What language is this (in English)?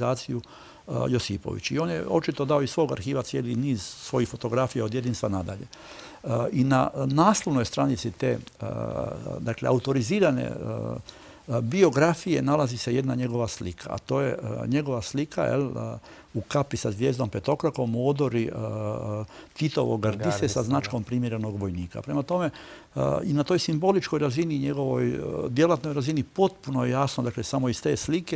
Croatian